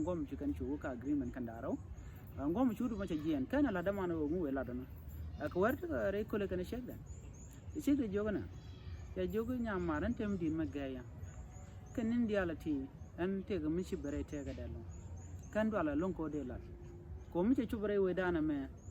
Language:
Nuer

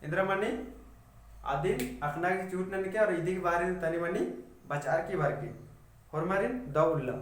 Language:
Kurukh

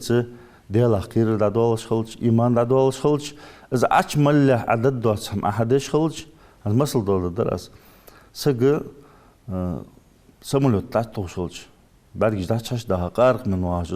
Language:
Ingush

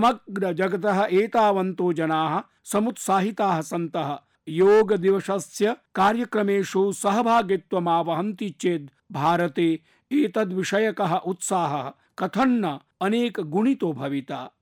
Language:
Sanskrit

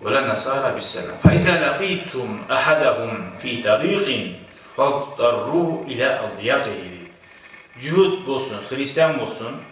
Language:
Kumyk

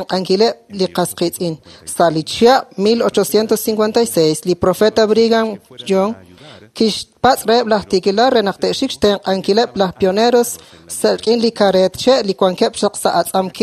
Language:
Kekchí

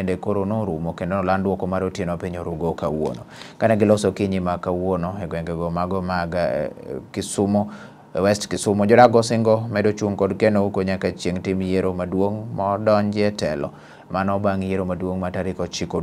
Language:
Luo (Kenya and Tanzania)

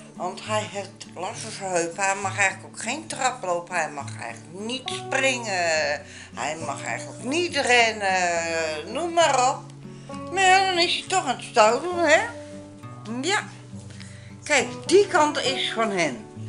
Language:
Dutch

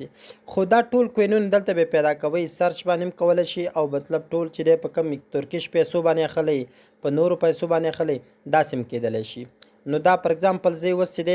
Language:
Pashto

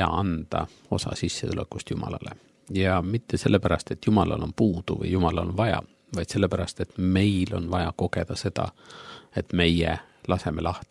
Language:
Estonian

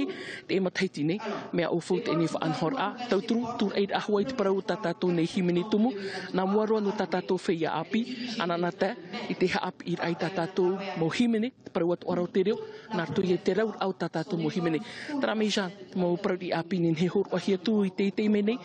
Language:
Tahitian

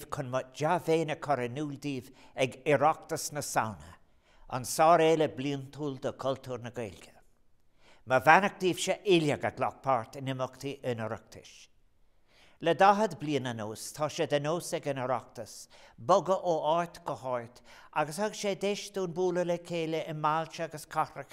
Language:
Irish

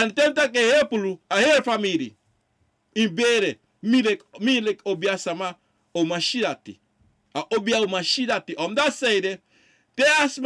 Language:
Sranan Tongo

